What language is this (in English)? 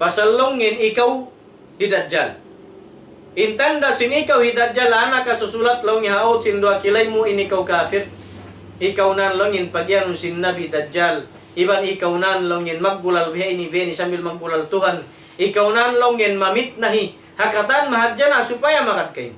Tausug